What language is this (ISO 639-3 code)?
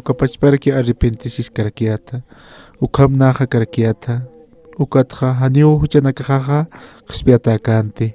aym